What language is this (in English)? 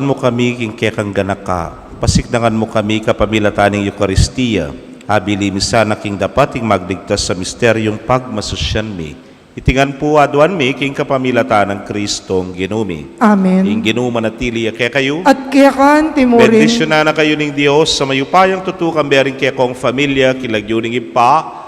Pampanga